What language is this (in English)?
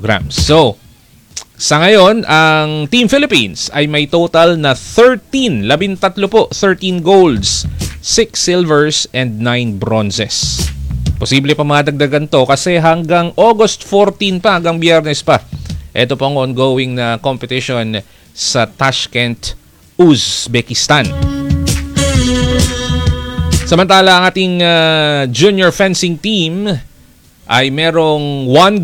Filipino